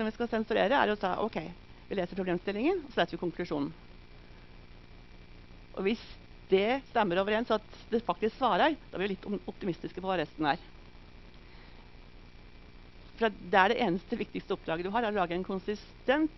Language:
Norwegian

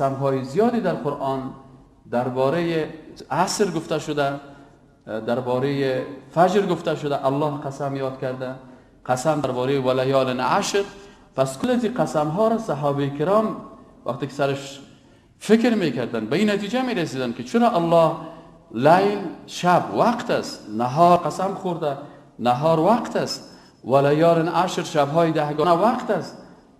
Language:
Persian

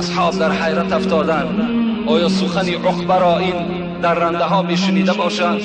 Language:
Tajik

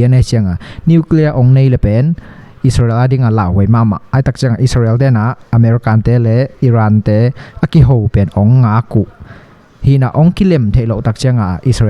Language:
Tedim Chin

